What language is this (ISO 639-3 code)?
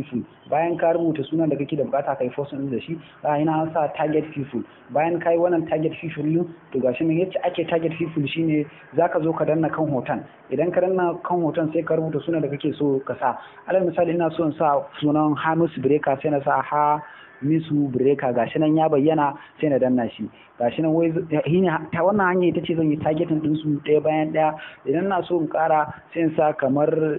hau